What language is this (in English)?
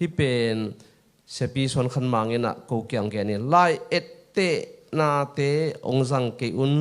Tedim Chin